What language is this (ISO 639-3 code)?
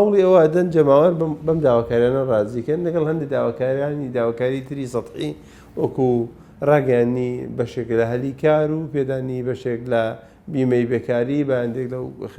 ckb